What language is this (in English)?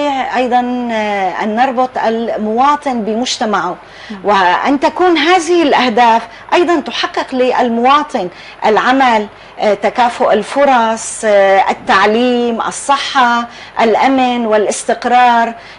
North Levantine Arabic